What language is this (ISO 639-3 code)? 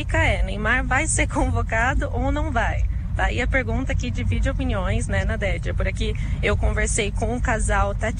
por